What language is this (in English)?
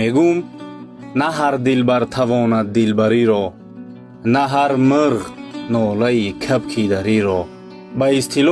Tajik